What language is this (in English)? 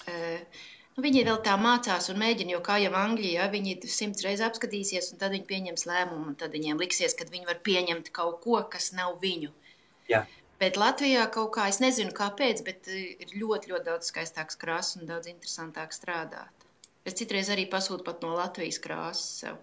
Latvian